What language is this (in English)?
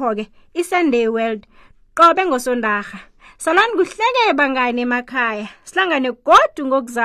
South Ndebele